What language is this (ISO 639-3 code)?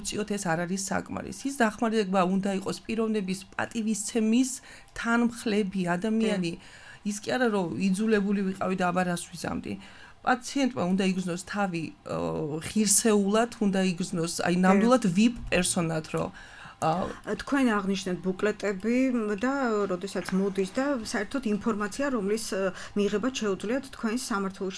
kat